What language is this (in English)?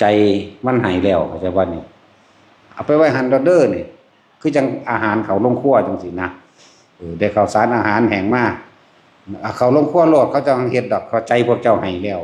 Northeastern Thai